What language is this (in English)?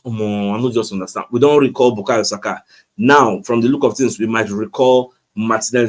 Nigerian Pidgin